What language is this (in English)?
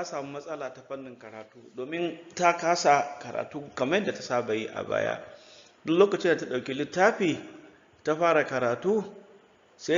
Hausa